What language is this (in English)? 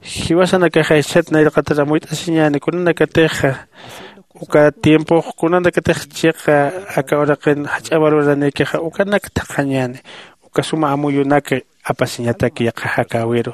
Aymara